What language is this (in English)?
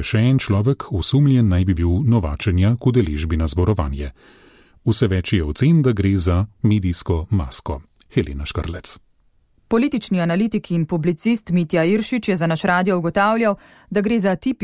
Slovenian